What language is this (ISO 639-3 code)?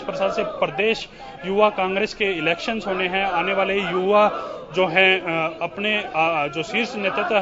hin